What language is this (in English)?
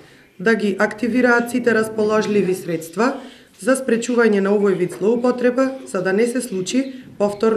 Macedonian